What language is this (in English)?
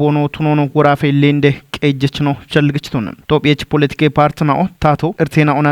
Kafa